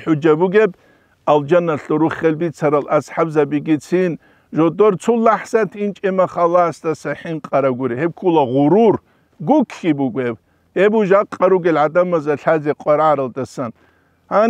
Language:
Avaric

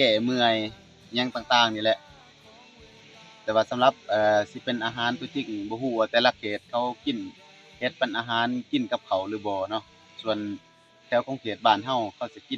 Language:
Lao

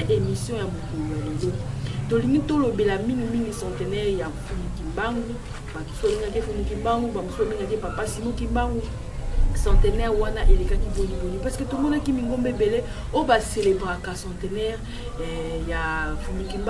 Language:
Lingala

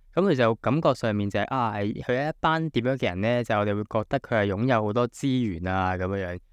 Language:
Cantonese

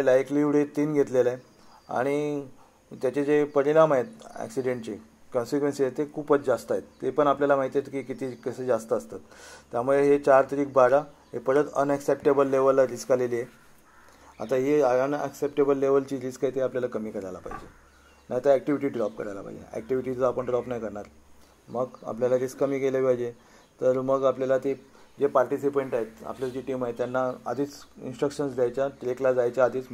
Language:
Marathi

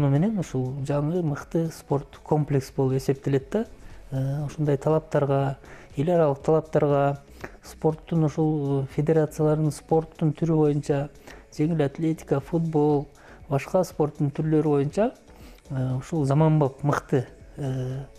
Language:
Kyrgyz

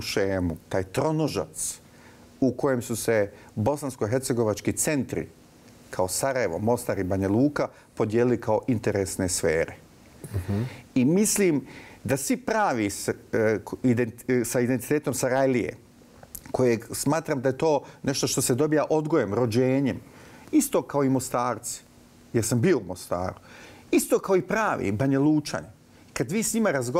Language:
Bosnian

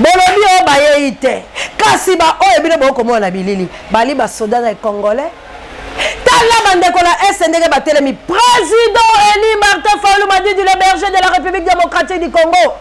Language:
Lingala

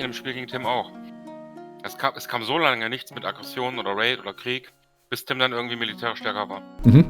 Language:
Swiss German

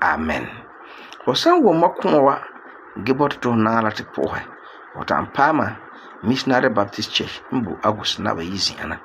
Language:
Frafra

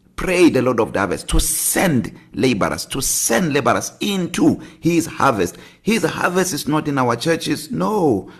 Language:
English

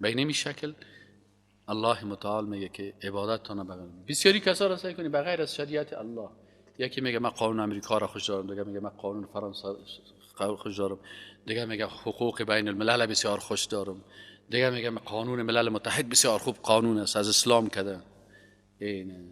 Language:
Persian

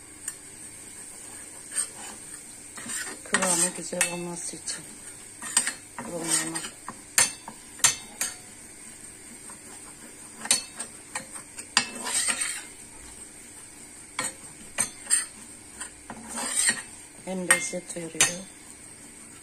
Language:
Turkish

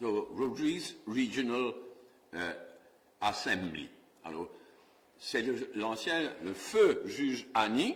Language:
Morisyen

